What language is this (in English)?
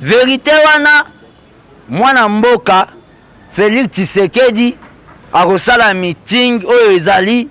Lingala